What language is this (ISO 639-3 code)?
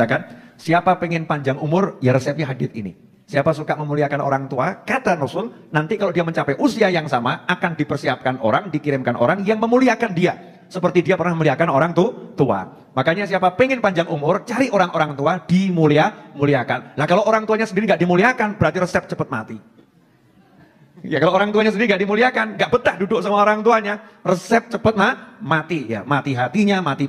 ind